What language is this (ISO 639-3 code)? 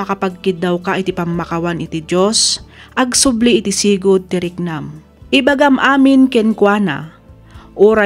ilo